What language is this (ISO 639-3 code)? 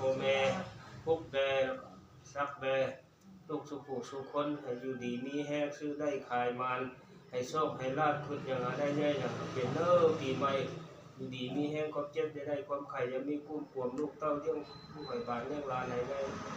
lao